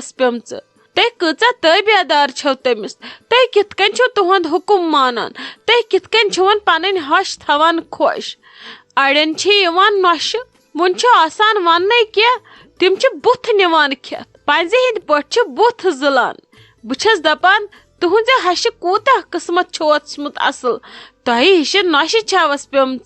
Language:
Kashmiri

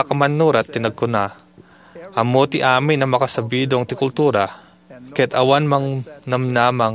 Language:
Iloko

